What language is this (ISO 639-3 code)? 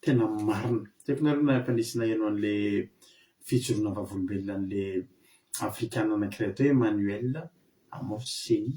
mlg